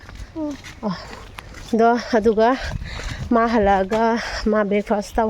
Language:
Manipuri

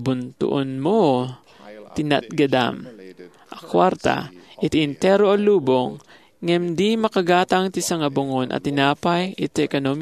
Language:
Iloko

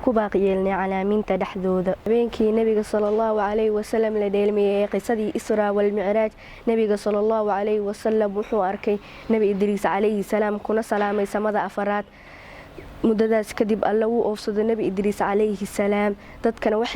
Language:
Somali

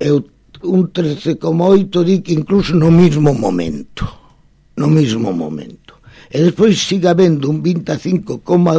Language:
Galician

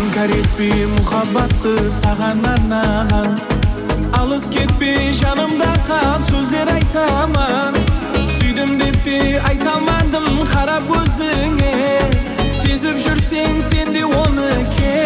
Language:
Kara-Kalpak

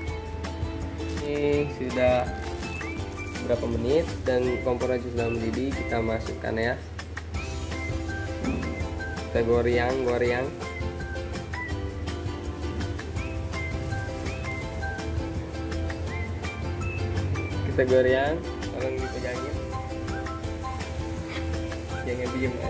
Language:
Indonesian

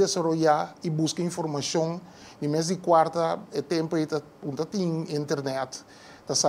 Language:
Papiamento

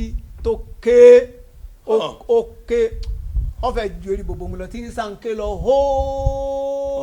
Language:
Yoruba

